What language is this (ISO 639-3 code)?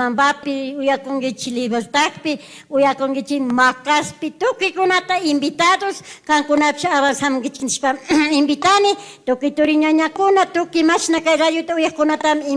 qug